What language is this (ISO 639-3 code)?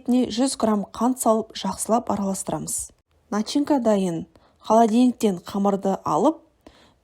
kaz